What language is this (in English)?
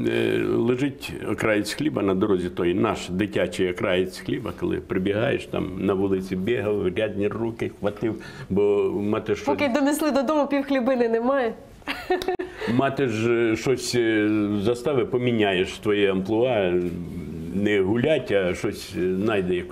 Ukrainian